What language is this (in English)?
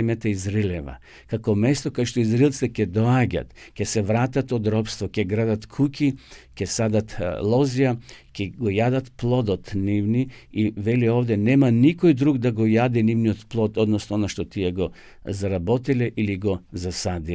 Macedonian